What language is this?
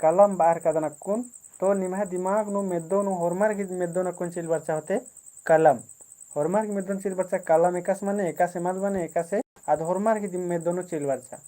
Kurukh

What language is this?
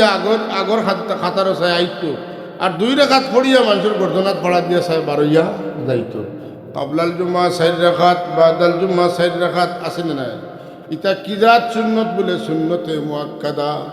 Sylheti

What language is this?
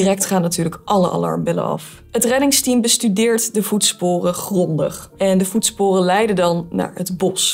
Dutch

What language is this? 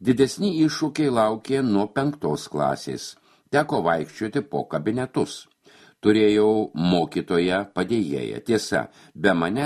Lithuanian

